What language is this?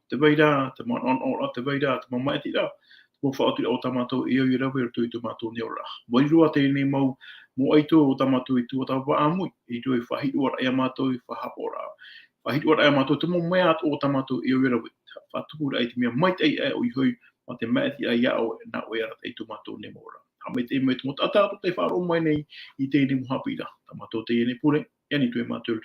Tahitian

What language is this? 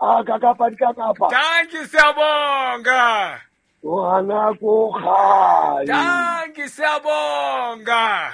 Southern Sotho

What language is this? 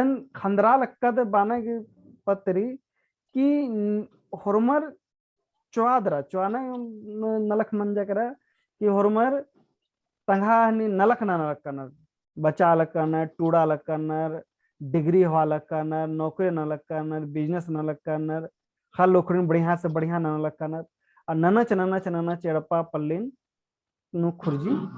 Kurukh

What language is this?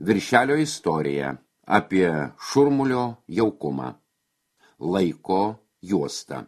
Lithuanian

